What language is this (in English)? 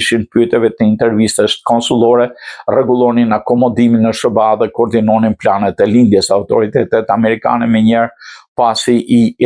Albanian